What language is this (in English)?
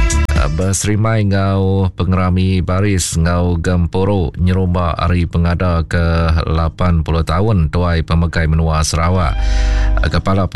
Iban